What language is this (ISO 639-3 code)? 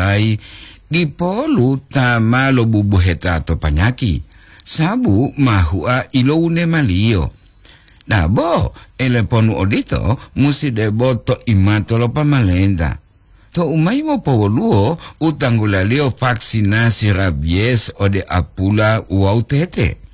gor